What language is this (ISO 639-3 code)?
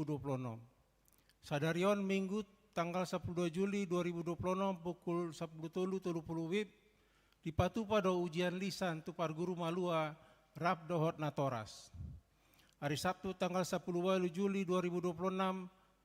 bbc